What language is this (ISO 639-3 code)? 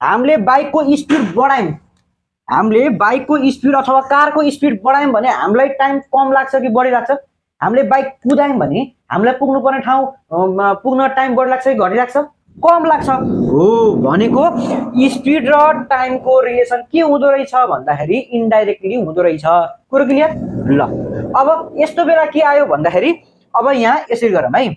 nep